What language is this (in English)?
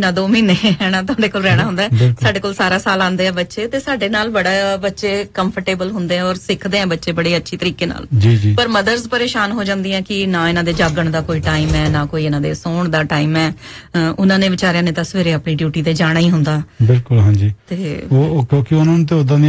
Punjabi